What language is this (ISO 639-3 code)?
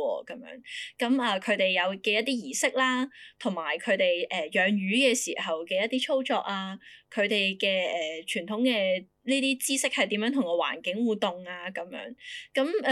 yue